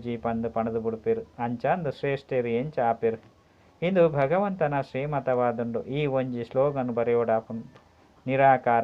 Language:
Tulu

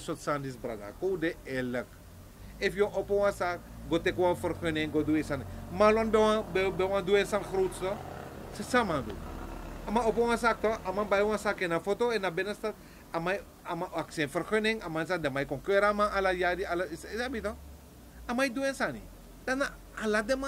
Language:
Sranan Tongo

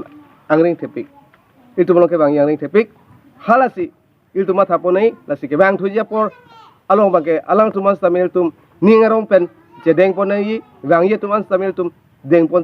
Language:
Karbi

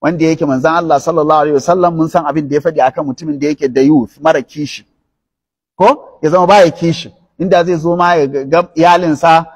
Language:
Hausa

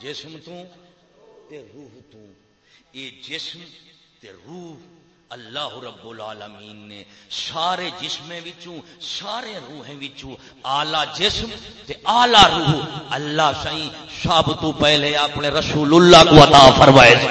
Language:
Saraiki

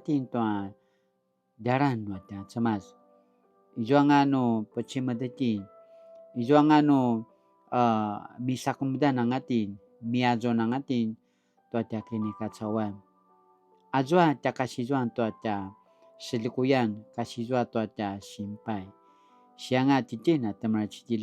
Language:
Paiwan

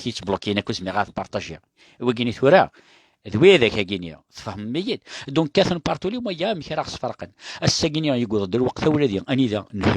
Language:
Kabyle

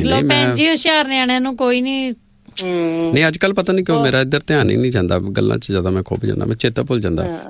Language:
Punjabi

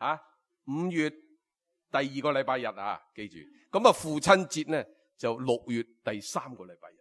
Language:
Cantonese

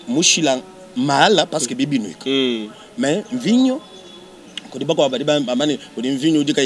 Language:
Luba-Lulua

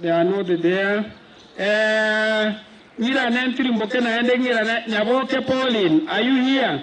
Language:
Gusii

